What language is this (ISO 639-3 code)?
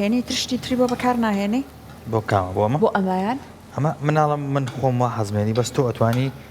ckb